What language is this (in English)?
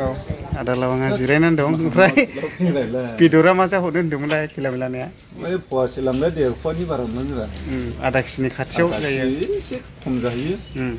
Bodo